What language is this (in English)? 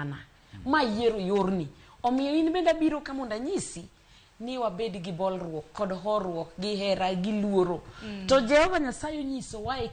Luo (Kenya and Tanzania)